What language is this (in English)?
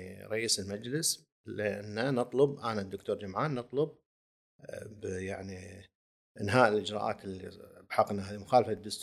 Gulf Arabic